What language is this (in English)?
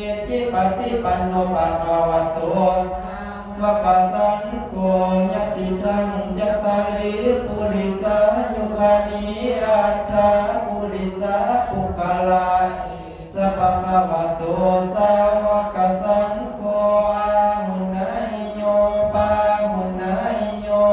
Pali